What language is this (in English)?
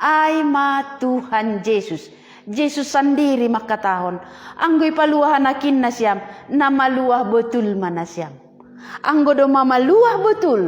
Batak Simalungun